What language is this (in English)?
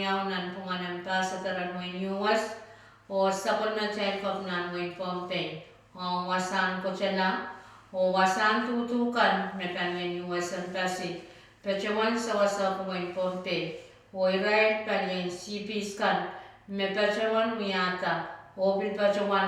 Pohnpeian